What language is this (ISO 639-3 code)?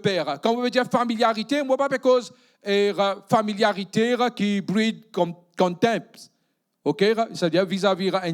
mfe